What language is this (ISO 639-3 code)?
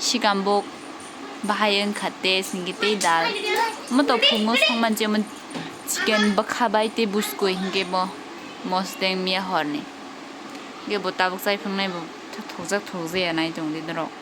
trp